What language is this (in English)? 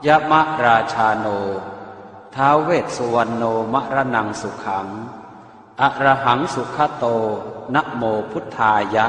Pali